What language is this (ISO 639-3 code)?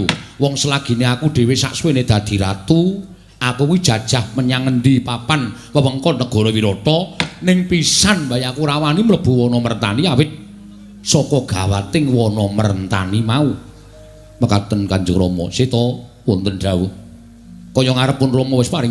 jav